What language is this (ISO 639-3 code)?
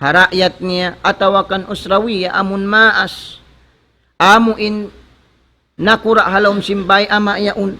tsg